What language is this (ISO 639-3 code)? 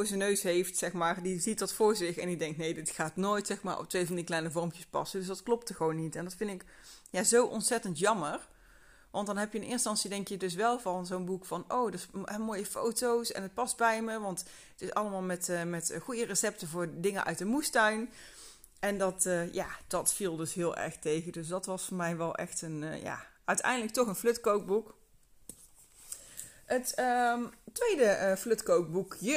nld